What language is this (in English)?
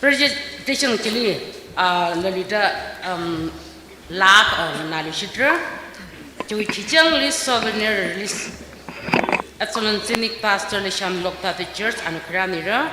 Tangkhul Naga (India)